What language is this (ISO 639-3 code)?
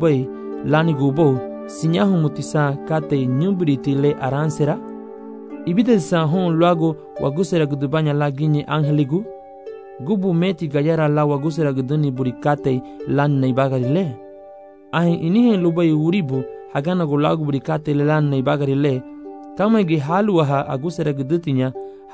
cab